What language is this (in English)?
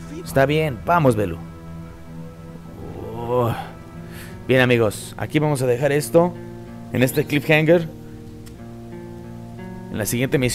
Spanish